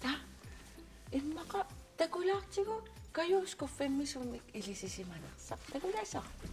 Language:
Kalaallisut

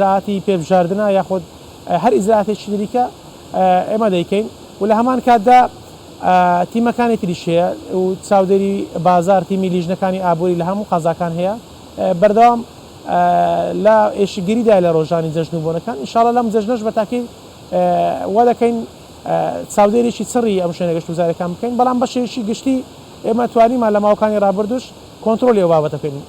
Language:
Central Kurdish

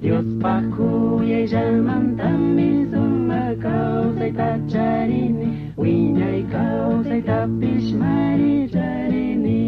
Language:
Chimborazo Highland Quichua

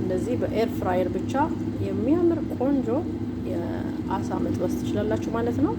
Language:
Amharic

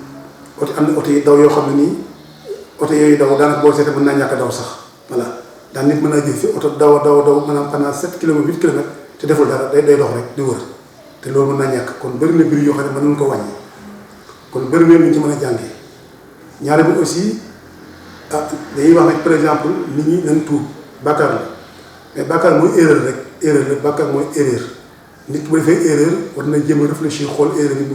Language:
Wolof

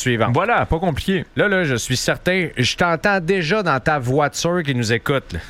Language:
French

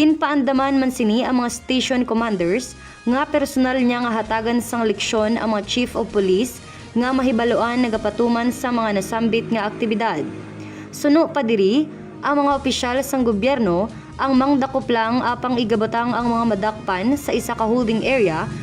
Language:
Hiligaynon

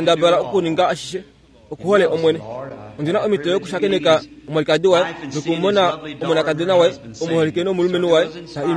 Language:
Kuanyama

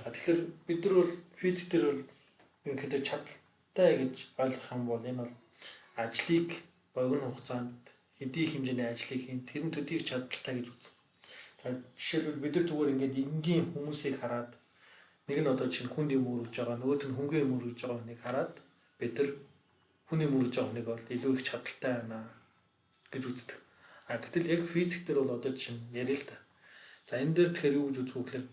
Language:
Mongolian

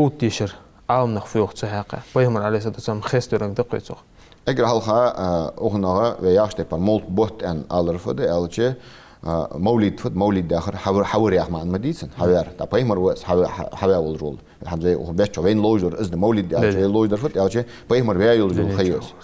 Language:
Ingush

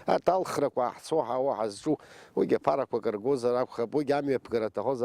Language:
Abkhazian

